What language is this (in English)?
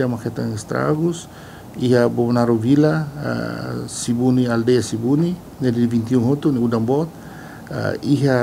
Tetum